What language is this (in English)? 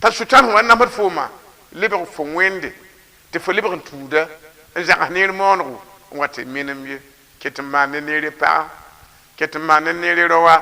Mossi